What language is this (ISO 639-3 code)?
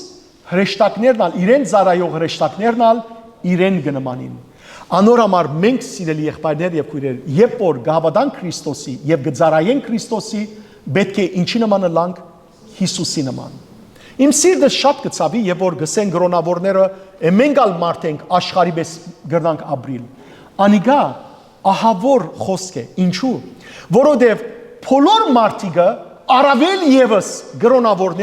hyw